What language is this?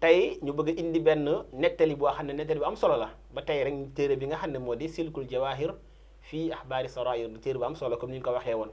Wolof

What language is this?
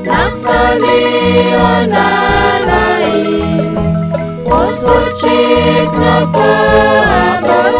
Kekchí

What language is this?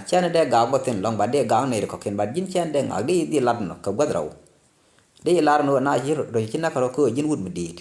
Nuer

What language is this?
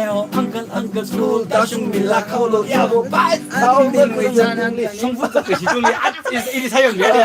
Tangkhul Naga (India)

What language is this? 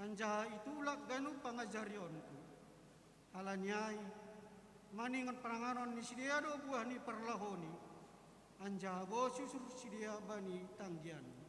Batak Simalungun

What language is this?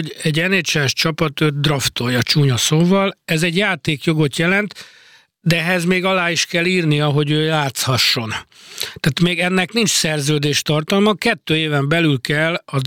Hungarian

